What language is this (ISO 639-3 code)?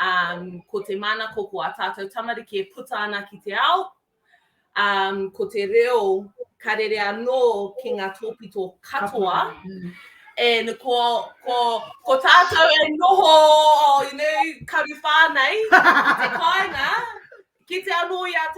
mri